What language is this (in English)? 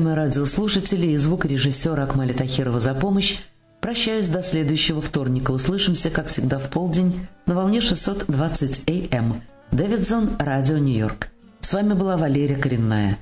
Russian